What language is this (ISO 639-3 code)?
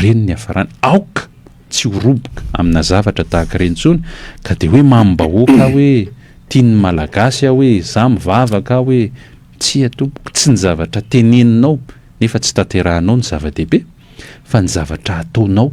mlg